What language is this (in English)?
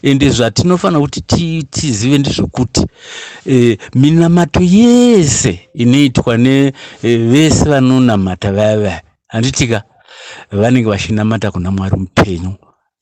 Shona